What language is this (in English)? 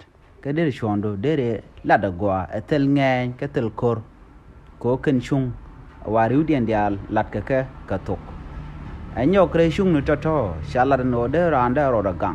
Nuer